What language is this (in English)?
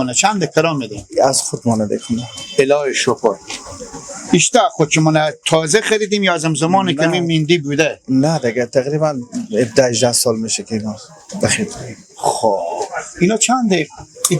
Persian